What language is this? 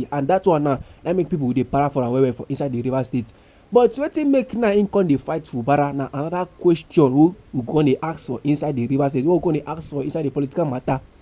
Nigerian Pidgin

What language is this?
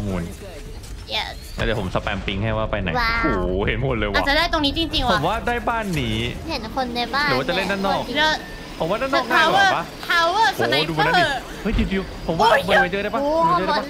Thai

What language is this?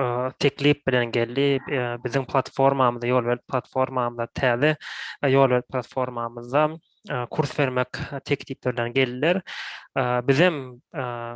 Turkmen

